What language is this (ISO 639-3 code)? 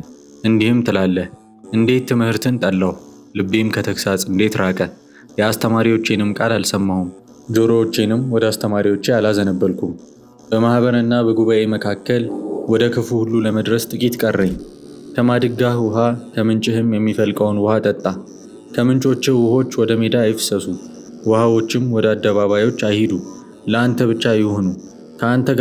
amh